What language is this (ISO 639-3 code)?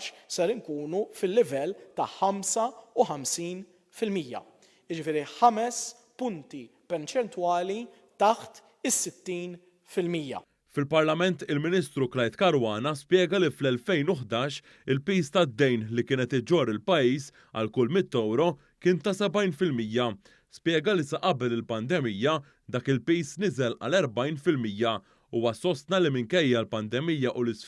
mlt